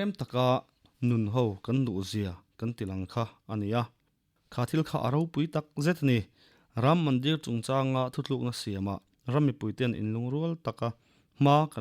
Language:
Mizo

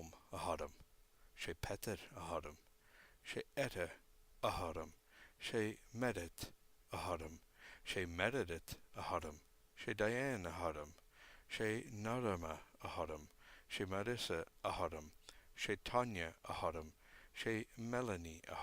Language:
Scottish Gaelic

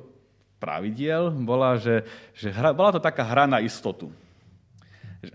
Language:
Slovak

